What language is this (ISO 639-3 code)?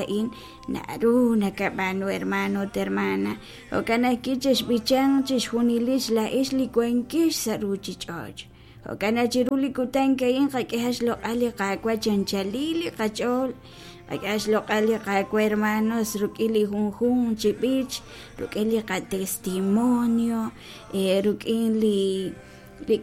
kek